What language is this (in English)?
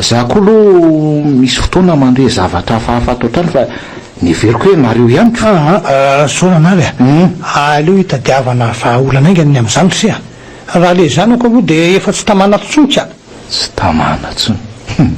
Malagasy